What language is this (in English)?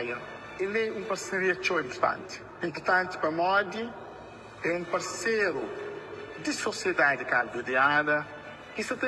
Kabuverdianu